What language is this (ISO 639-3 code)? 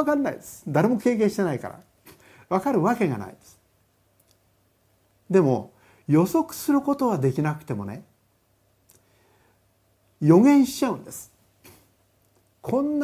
jpn